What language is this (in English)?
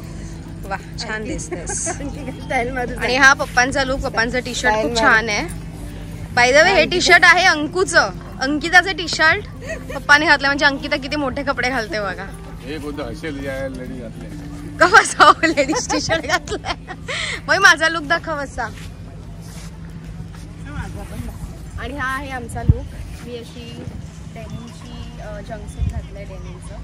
Marathi